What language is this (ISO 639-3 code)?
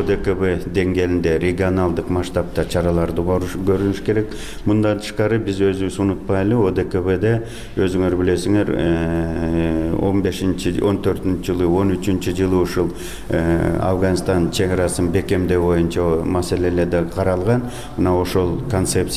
kir